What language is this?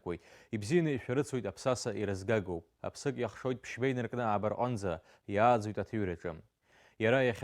Abkhazian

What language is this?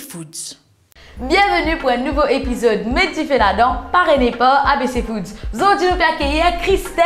Morisyen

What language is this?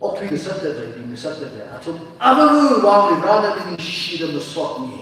Tangkhul Naga (India)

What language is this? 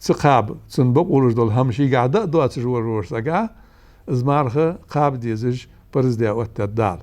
Ingush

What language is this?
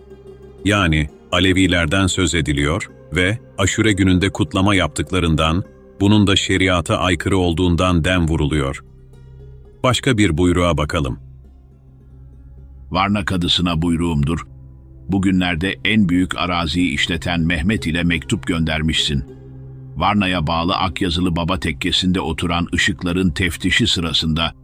Turkish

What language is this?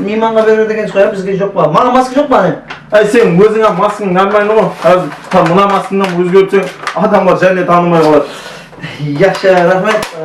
Kara-Kalpak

